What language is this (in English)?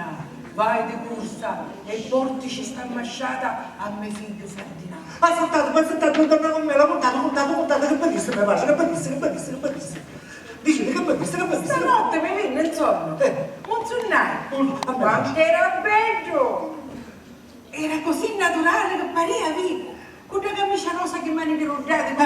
Sicilian